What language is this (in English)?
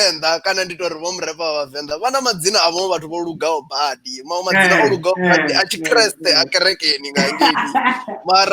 Venda